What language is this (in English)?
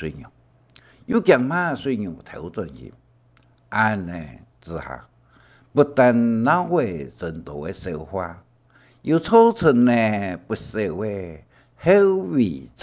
Hakka Chinese